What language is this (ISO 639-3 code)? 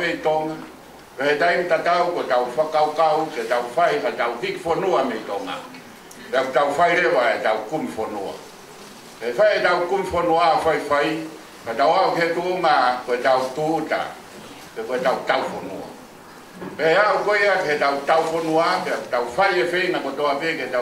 ton